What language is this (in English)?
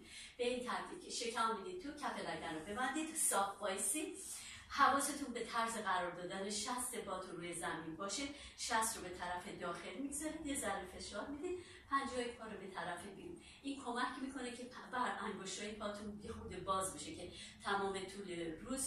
Persian